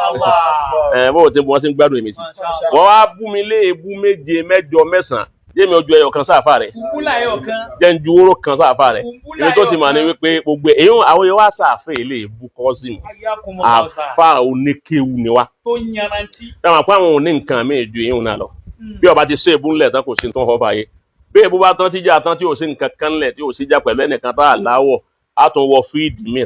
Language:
Yoruba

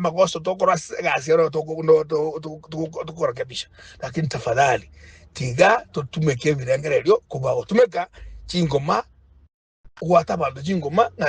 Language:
Gusii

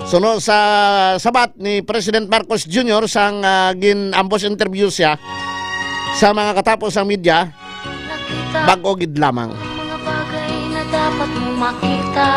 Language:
Hiligaynon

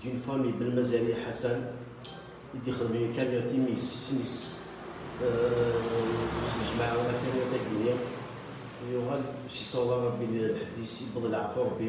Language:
Kabyle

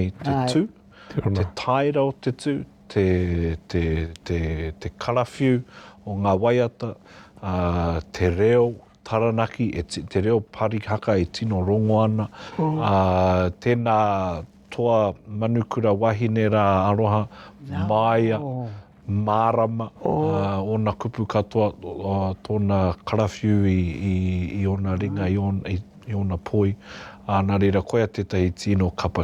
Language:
Māori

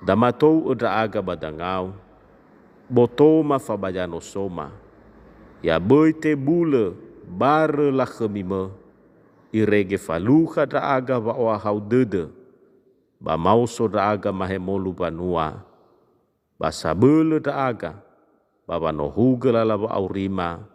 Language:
Nias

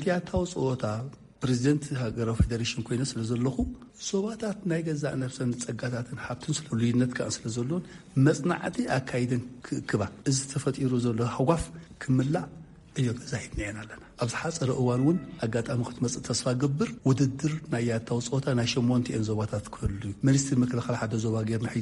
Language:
Tigrinya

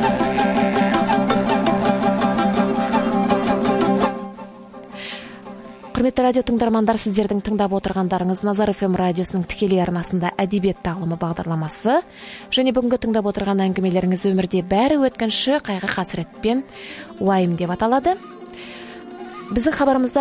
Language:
Kazakh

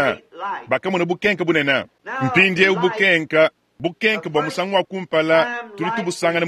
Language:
Luba-Lulua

